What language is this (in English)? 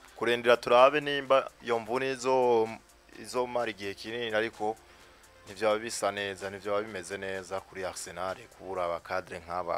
Rundi